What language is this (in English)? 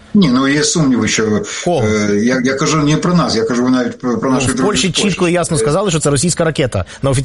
Ukrainian